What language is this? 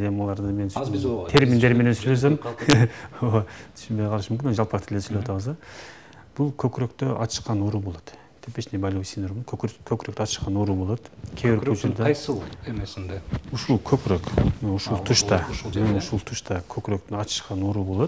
Kyrgyz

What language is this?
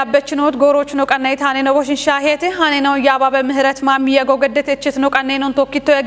Kafa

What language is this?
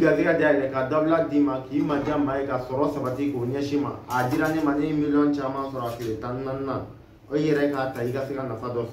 Bambara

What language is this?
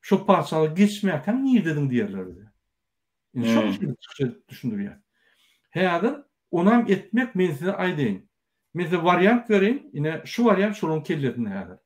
Turkmen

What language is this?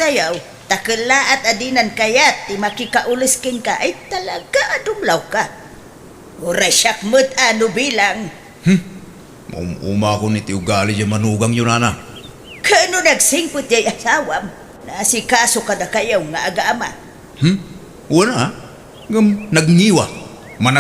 Iloko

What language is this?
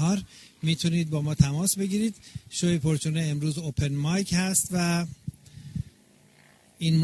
Persian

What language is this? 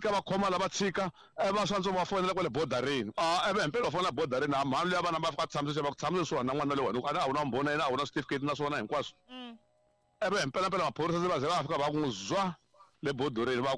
Tsonga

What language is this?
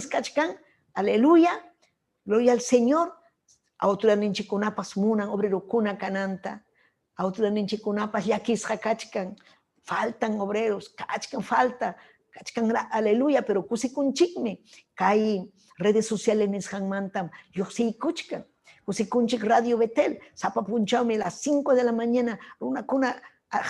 Ayacucho Quechua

